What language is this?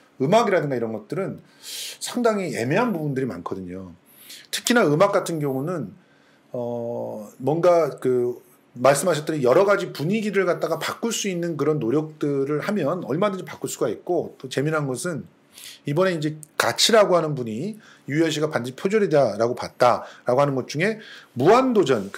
Korean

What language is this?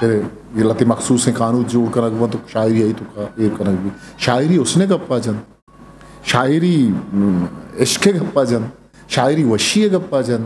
Eastern Balochi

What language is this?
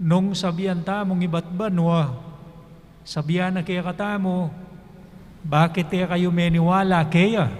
Pampanga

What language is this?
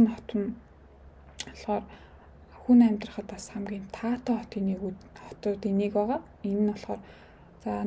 Mongolian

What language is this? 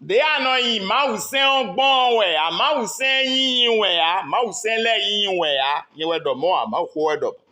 Fon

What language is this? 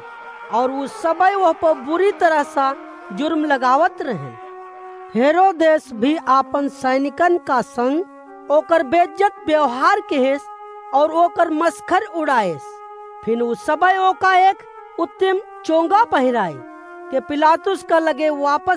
Awadhi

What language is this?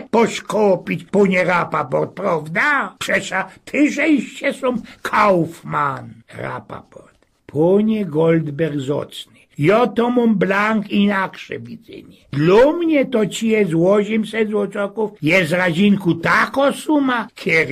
Silesian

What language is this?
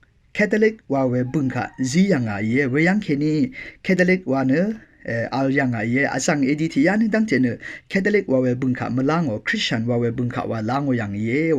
Rawang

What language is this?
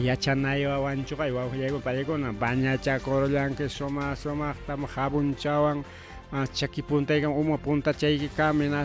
Ayacucho Quechua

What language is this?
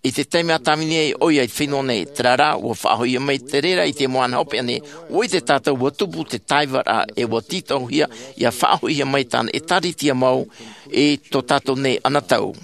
Tahitian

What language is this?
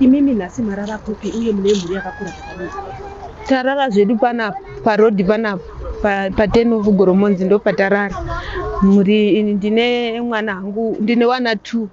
Shona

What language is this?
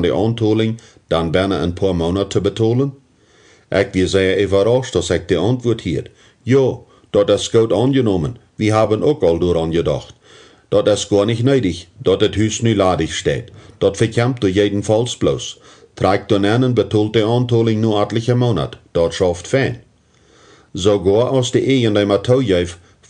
Plautdietsch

